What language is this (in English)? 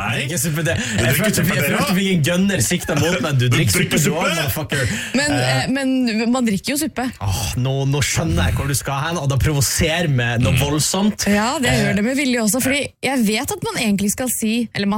Norwegian